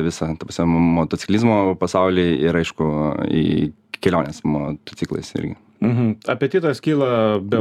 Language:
Lithuanian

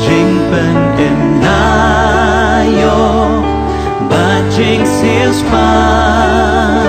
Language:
Khasi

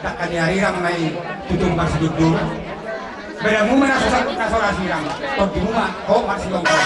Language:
Batak Toba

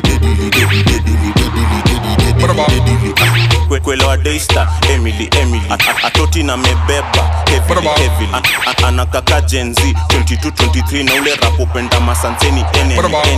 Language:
Swahili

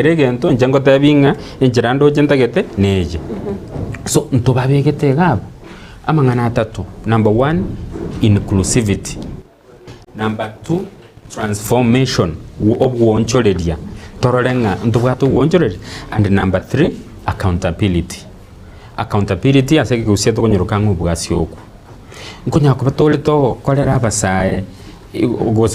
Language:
Gusii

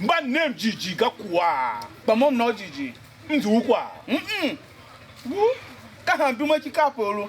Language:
Tiv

